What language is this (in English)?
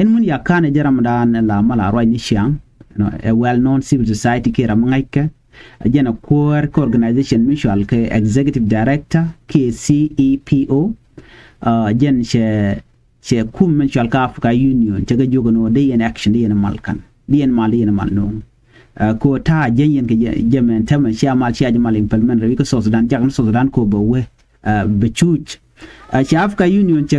Nuer